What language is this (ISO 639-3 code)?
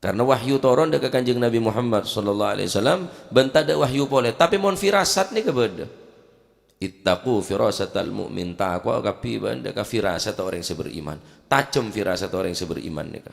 mad